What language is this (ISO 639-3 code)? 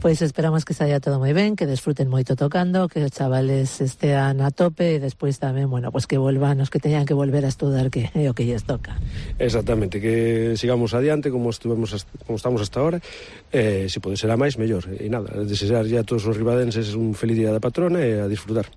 glg